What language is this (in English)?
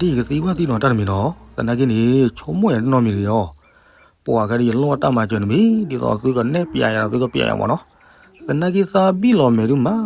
S'gaw Karen